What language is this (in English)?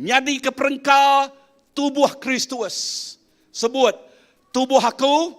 Iban